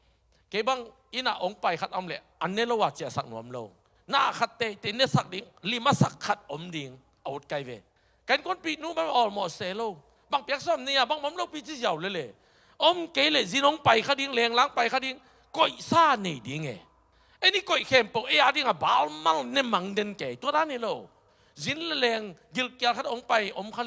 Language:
Tedim Chin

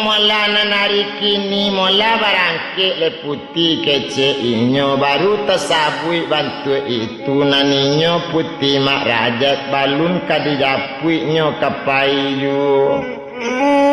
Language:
Minangkabau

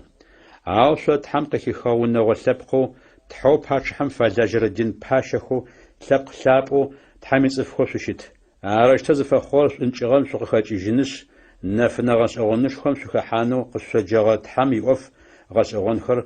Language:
Adyghe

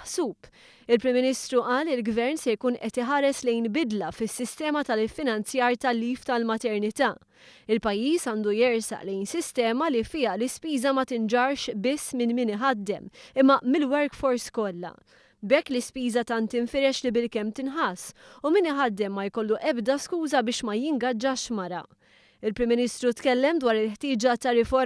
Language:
Maltese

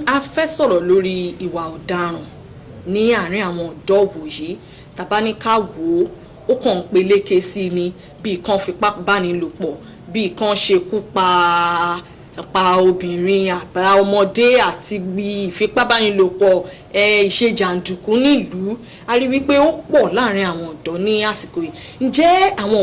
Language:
Yoruba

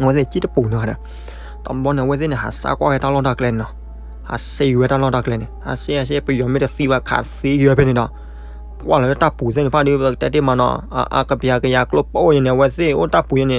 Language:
S'gaw Karen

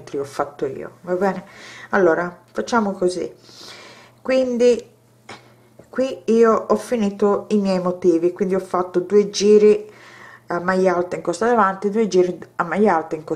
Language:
Italian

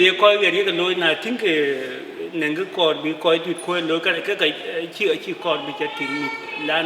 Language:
Dinka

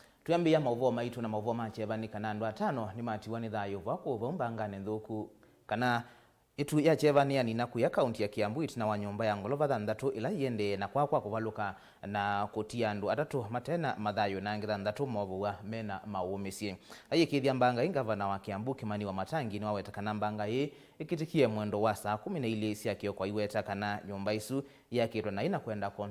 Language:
Kamba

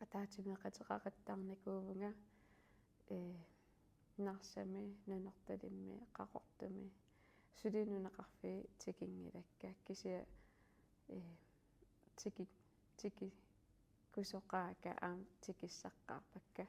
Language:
Kalaallisut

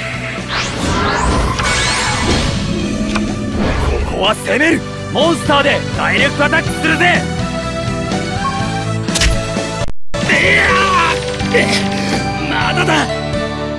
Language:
Japanese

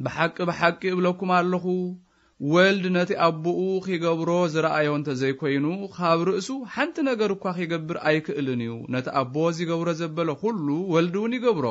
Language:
Tigrinya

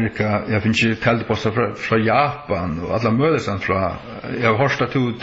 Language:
Faroese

